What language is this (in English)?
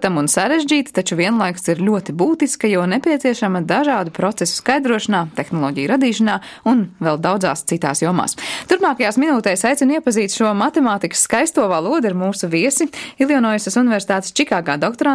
Latvian